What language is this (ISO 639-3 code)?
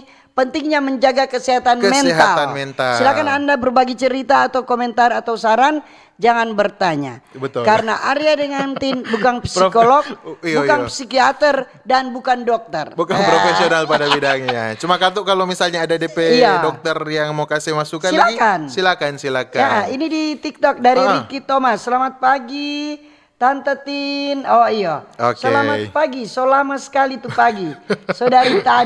xmm